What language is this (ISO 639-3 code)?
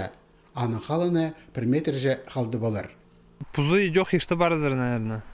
kjh